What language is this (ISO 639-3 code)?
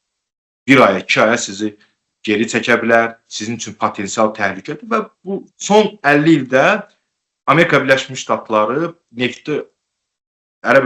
aze